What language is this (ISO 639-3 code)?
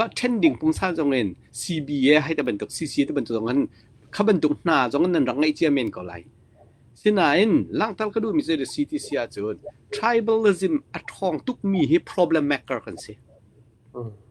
cnh